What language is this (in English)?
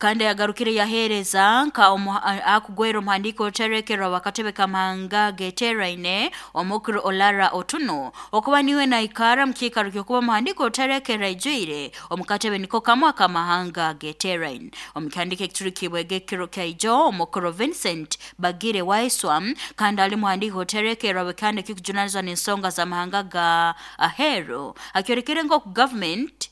Nyankole